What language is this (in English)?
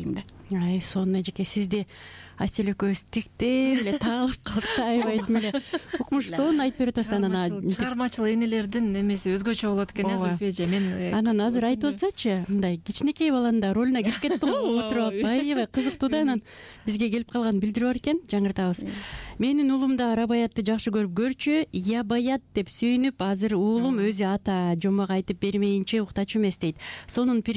Kyrgyz